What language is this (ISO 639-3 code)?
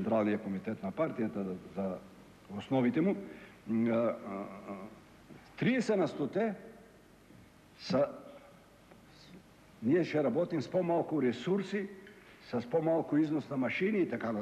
bul